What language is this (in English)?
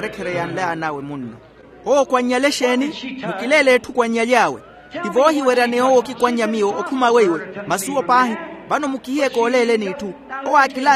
Makhuwa